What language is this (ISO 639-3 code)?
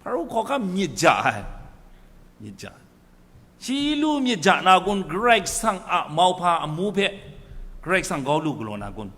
kac